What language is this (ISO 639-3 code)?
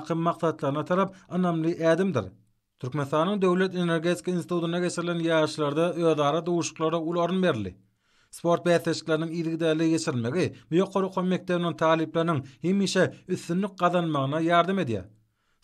tuk